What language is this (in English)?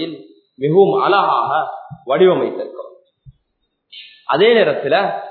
Tamil